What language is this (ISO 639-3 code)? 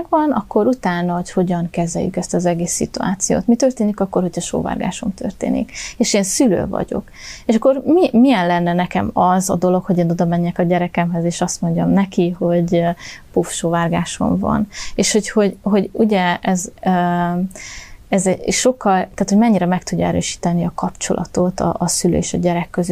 hun